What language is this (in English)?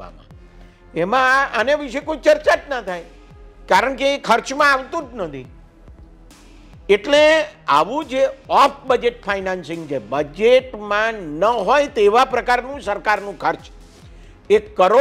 Gujarati